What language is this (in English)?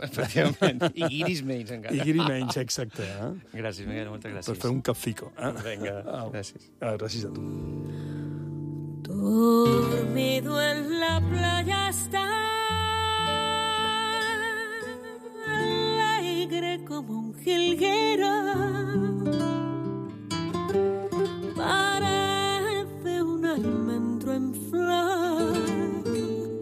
Catalan